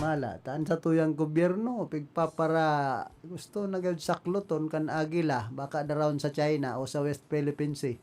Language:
Bikol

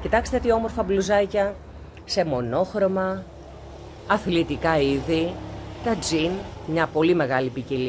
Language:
Greek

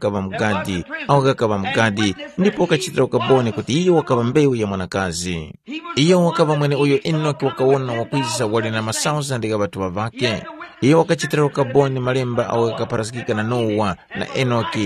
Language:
Tumbuka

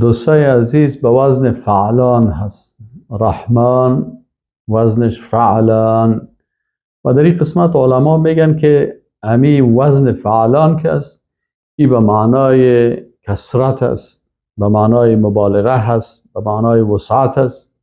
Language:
Persian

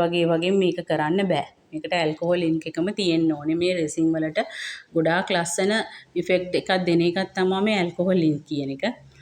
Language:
Sinhala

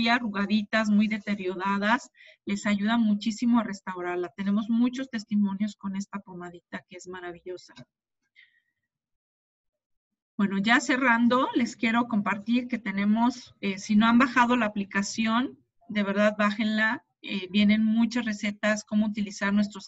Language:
Spanish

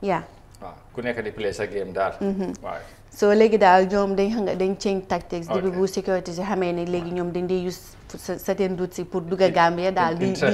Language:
Wolof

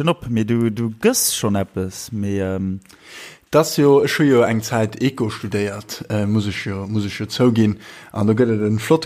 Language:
Luxembourgish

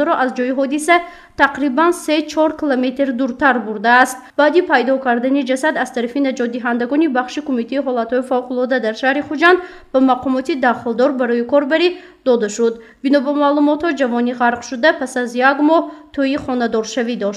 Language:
Tajik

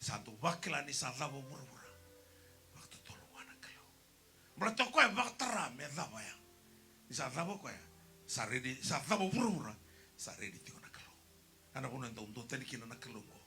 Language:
Fijian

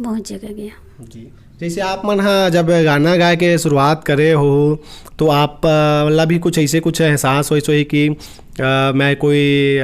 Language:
Chhattisgarhi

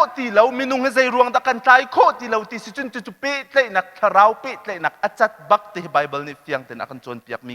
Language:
Hakha Chin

